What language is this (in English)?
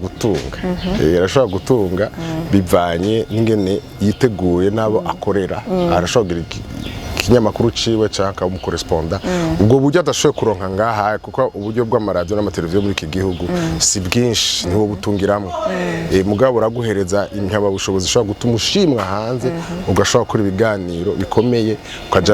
Rundi